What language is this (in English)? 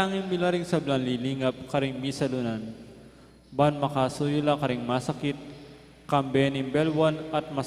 Pampanga